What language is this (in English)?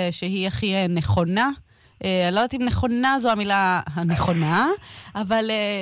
Hebrew